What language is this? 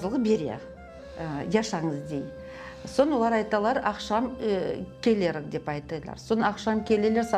Crimean Tatar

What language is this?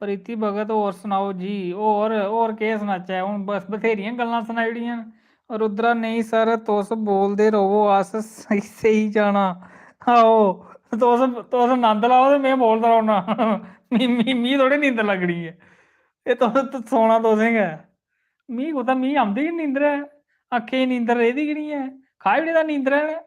Dogri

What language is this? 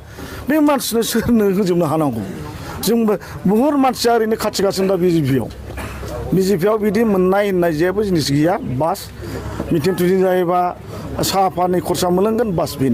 Bodo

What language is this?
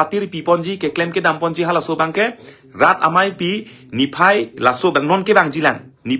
Karbi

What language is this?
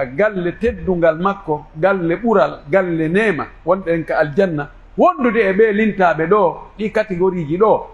Pular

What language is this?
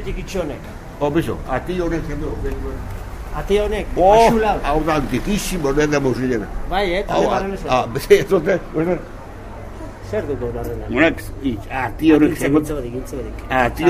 Basque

